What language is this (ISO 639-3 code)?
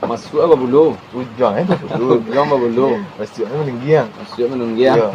min